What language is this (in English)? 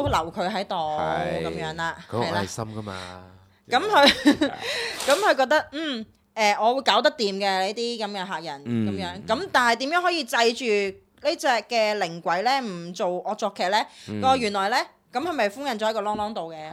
Cantonese